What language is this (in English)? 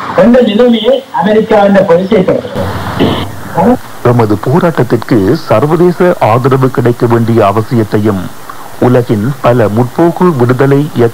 Tamil